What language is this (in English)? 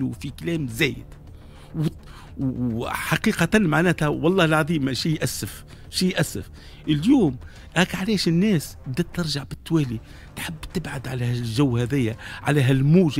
Tunisian Arabic